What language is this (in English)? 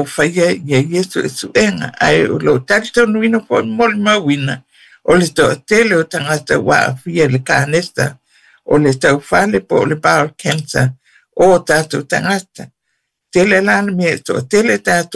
Samoan